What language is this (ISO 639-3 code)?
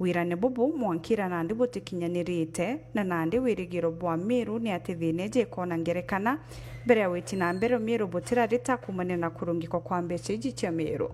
mer